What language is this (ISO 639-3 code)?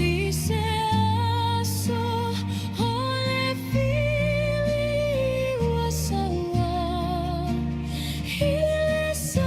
smo